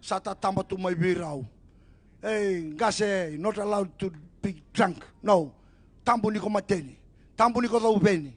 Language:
Fijian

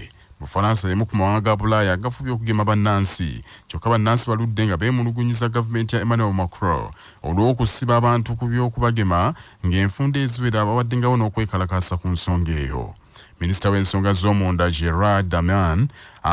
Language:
Ganda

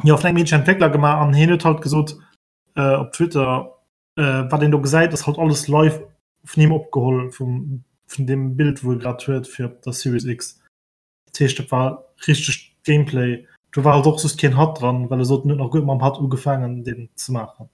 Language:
Luxembourgish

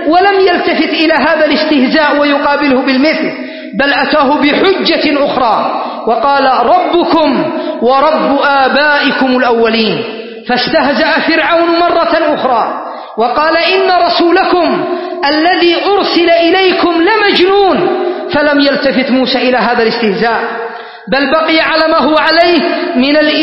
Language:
Arabic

